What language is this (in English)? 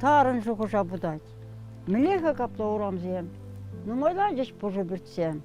Chuvash